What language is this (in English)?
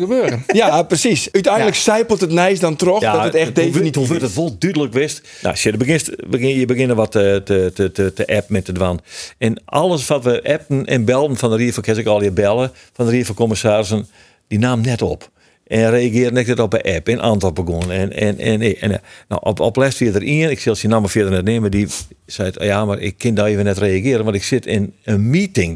Western Frisian